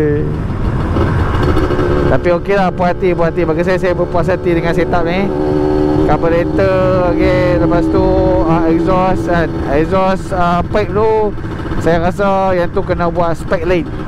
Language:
Malay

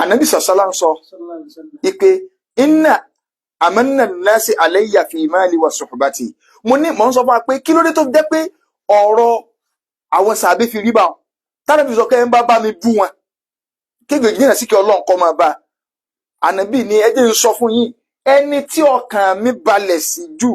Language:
Yoruba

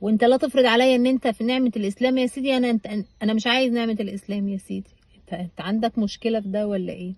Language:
Egyptian Arabic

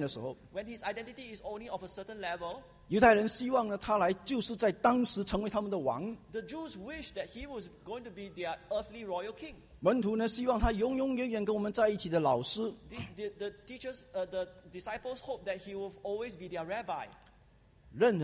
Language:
Chinese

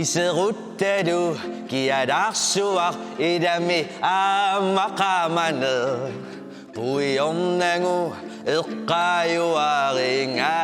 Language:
Kalaallisut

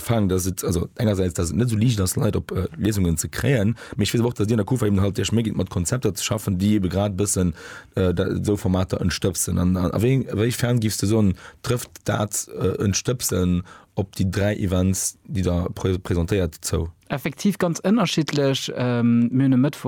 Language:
Luxembourgish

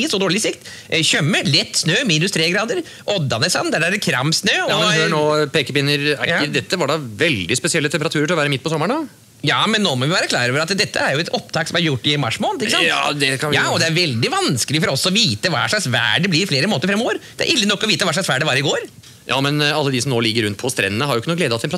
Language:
Norwegian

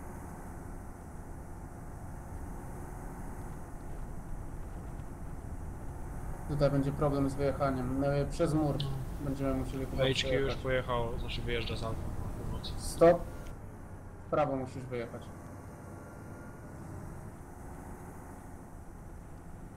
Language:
Polish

